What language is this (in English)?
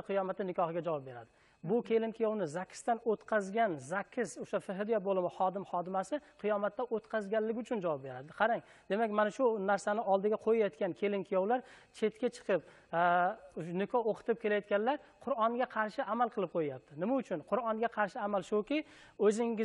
Uzbek